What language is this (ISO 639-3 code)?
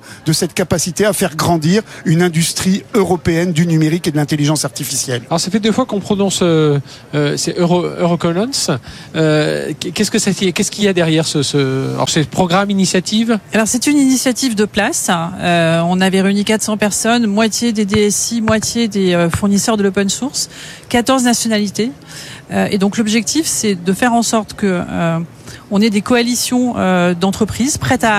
fra